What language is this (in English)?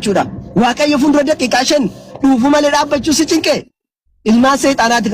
Oromo